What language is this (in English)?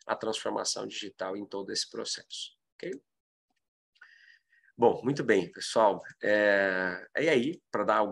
Portuguese